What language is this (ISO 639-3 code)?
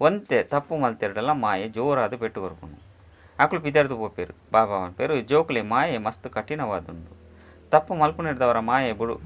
tcy